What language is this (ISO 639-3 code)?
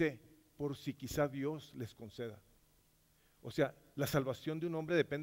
spa